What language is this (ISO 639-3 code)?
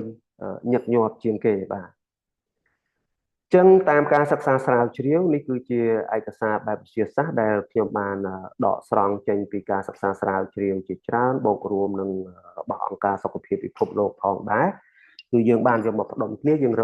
khm